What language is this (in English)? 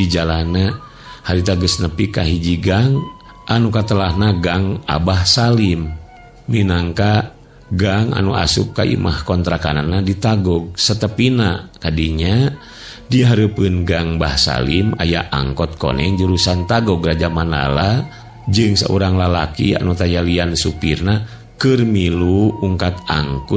Sundanese